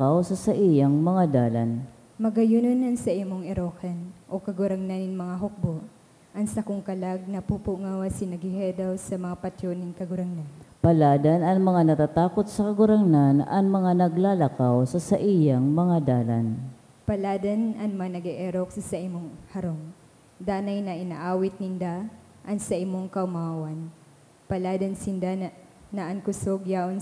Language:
Bikol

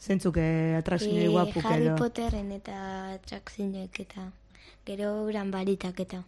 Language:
Basque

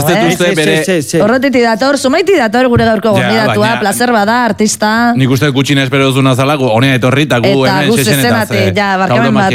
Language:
Basque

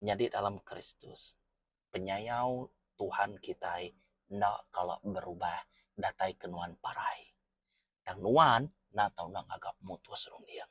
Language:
Iban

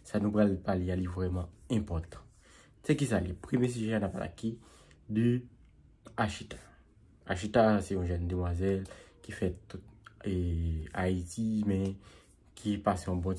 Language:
Haitian Creole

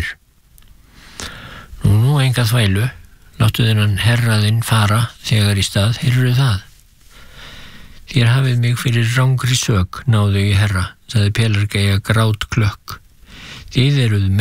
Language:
Icelandic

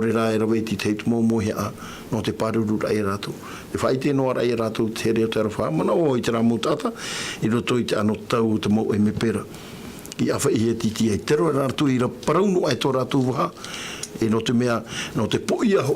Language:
Tahitian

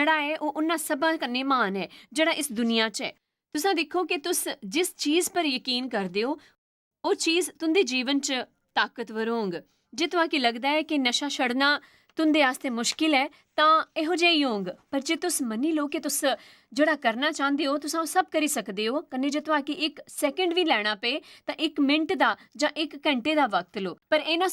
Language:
Dogri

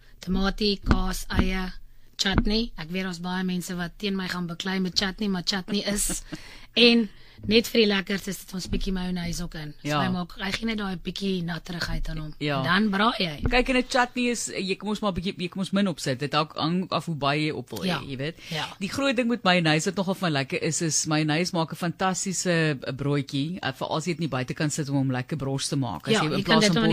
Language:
Afrikaans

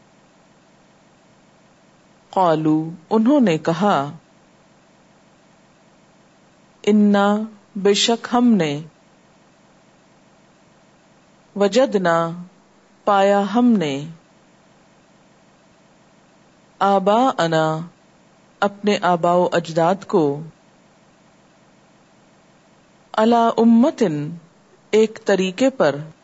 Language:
Urdu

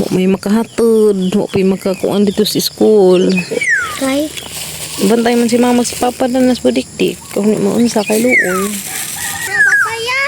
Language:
Cebuano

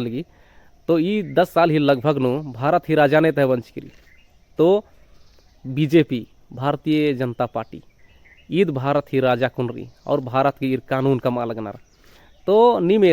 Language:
Kurukh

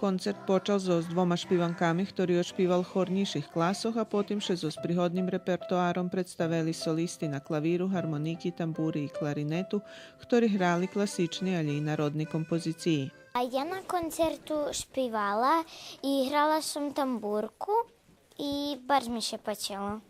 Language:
Rusyn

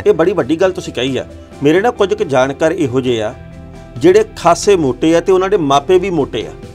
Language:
Punjabi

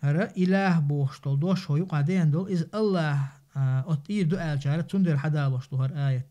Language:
Chechen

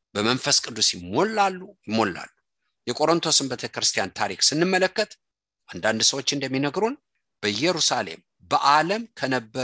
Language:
Amharic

